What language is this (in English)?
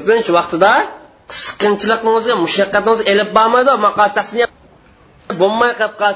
Uyghur